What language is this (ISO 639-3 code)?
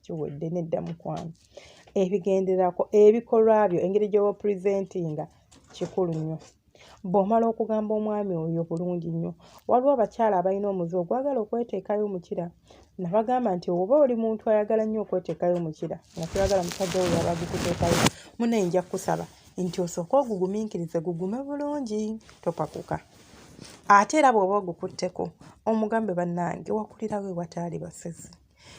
lug